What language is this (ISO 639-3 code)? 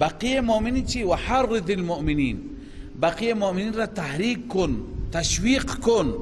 fas